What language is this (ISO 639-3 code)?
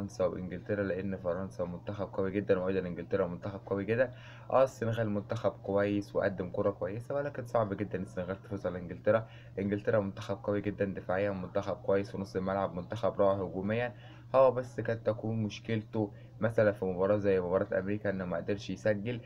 arz